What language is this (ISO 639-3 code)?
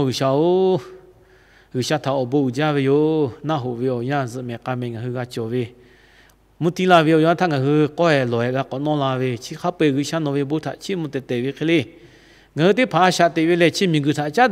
lhu